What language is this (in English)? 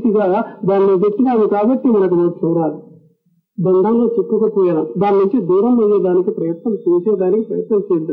Telugu